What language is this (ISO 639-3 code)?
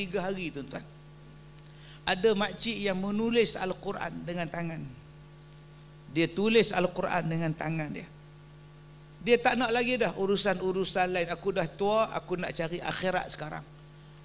msa